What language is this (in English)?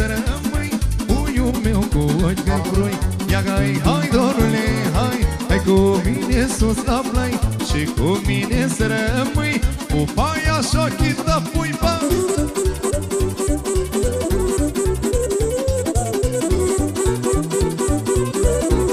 Romanian